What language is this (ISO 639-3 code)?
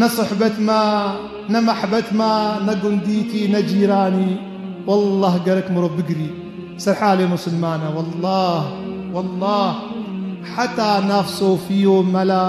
kur